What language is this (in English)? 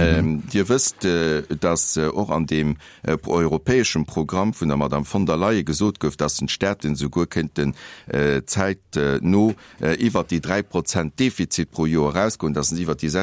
Luxembourgish